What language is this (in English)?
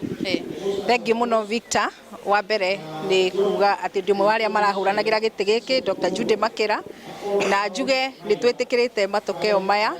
Kikuyu